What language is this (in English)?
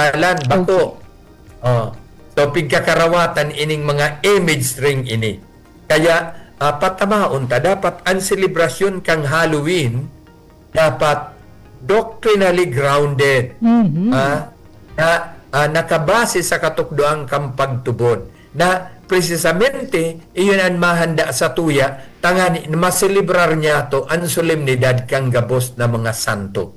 Bikol